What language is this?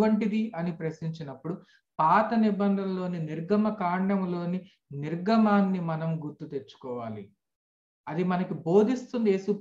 Telugu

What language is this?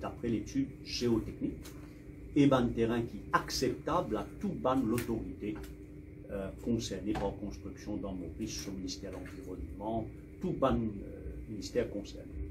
Morisyen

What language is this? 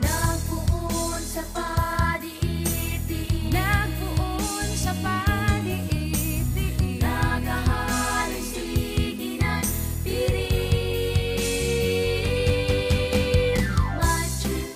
Bikol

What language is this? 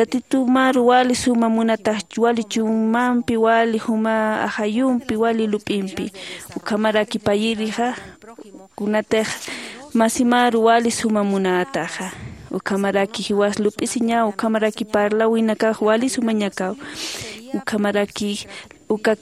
Aymara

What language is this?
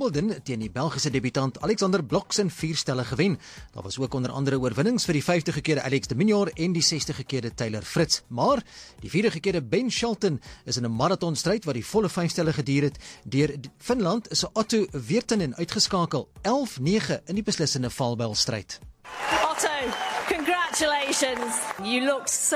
Afrikaans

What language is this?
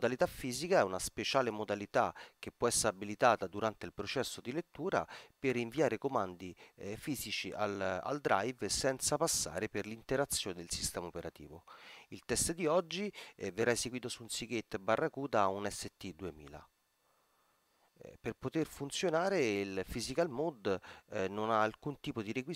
Italian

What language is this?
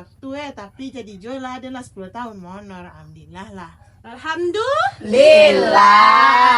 Minangkabau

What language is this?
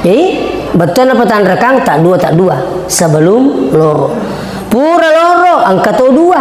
Buginese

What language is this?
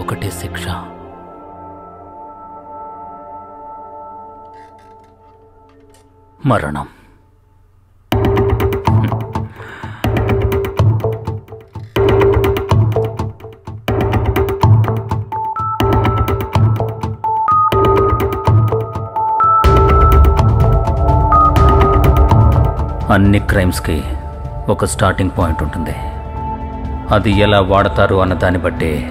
Telugu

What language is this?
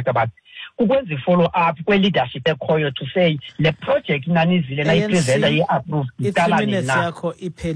Xhosa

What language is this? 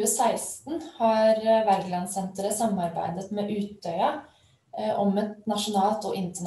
Norwegian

